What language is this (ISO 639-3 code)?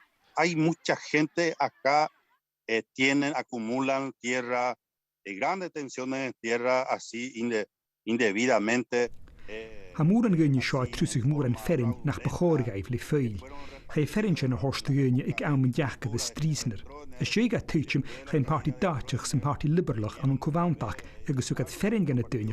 gla